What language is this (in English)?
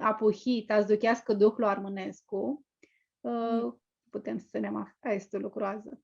Aromanian